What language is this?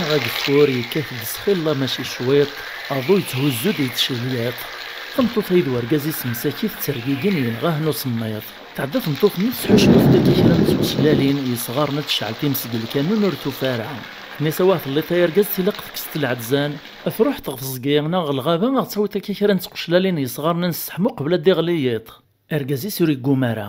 Kabyle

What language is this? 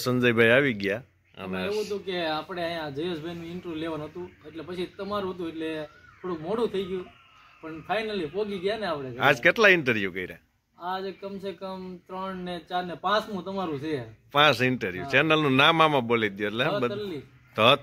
Gujarati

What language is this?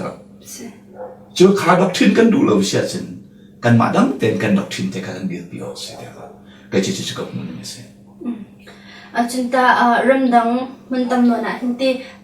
Hakha Chin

